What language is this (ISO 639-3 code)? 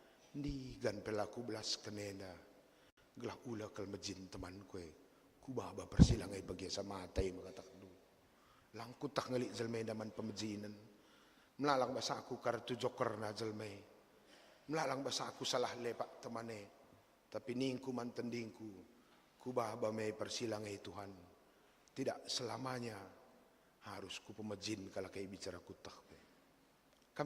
btx